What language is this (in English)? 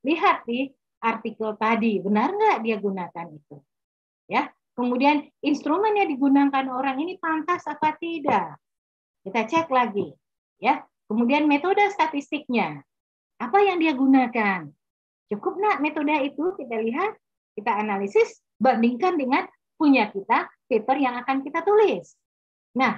Indonesian